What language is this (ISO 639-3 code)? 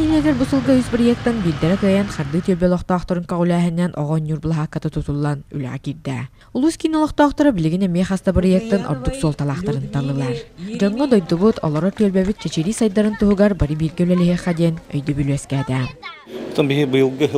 sah